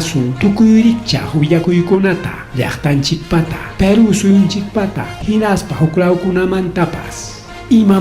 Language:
Ayacucho Quechua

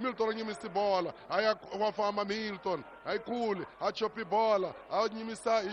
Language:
Tsonga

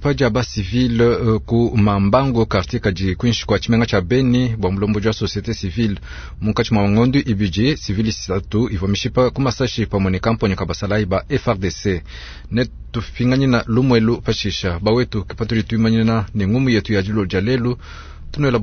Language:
Luba-Lulua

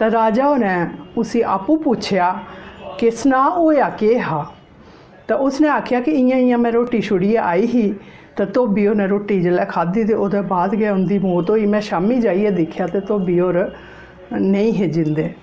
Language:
Dogri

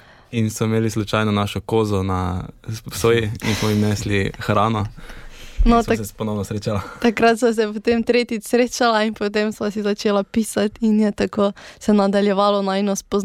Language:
Slovenian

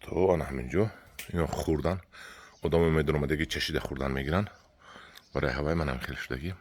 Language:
Tajik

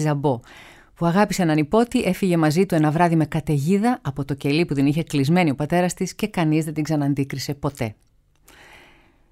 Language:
Greek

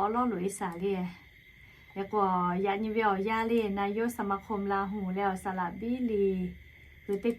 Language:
Lahu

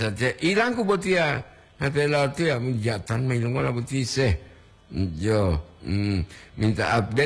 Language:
Gorontalo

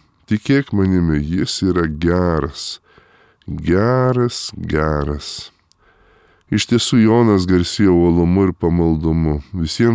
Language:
Lithuanian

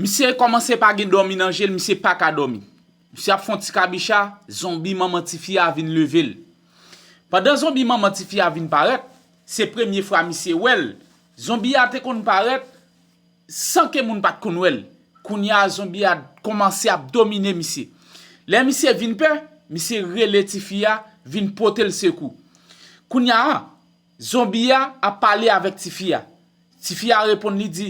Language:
Haitian Creole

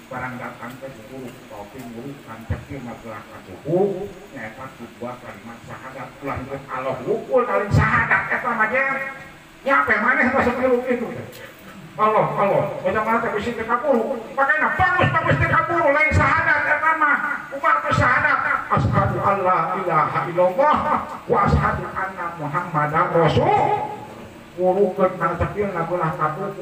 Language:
Sundanese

